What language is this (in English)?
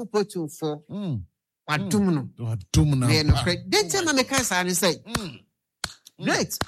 Akan